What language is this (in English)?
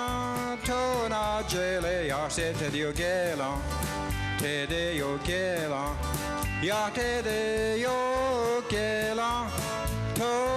Mohawk